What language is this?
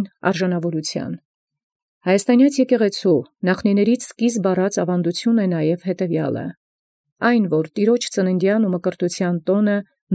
Armenian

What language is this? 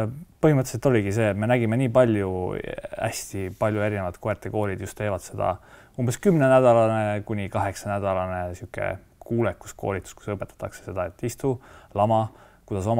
Estonian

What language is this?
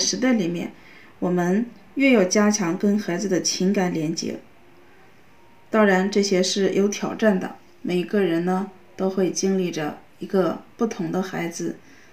Chinese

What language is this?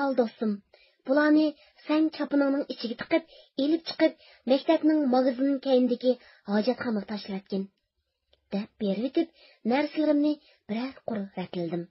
Uyghur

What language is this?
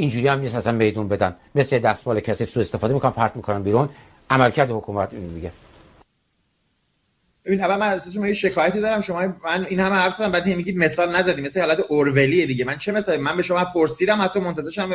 Persian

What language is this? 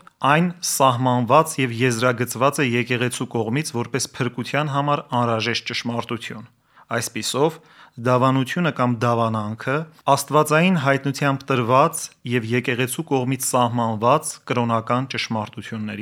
Armenian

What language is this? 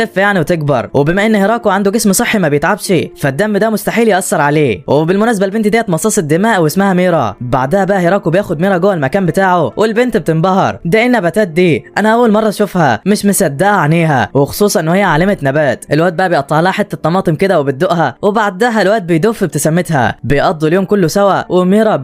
Egyptian Arabic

